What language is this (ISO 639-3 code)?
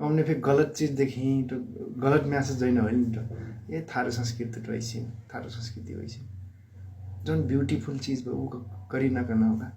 nep